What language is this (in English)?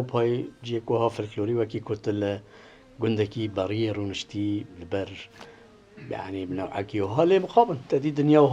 Kurdish